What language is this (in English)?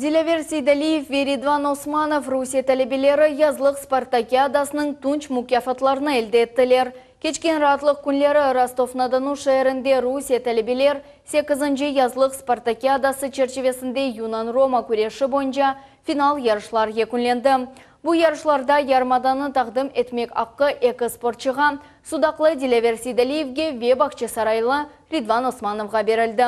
Crimean Tatar